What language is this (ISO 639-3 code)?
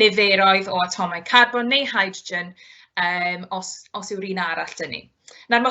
cym